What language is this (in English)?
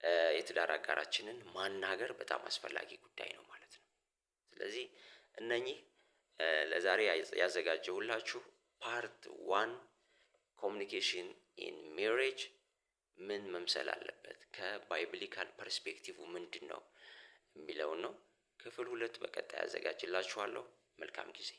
Amharic